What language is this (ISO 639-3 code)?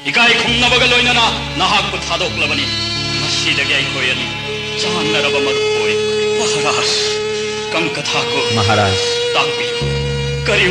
mni